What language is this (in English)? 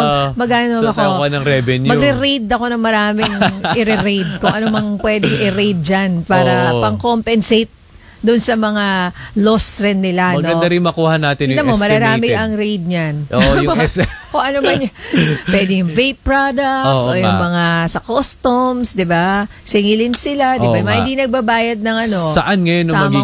Filipino